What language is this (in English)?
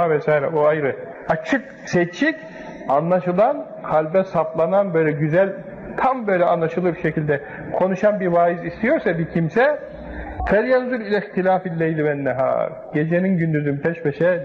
Turkish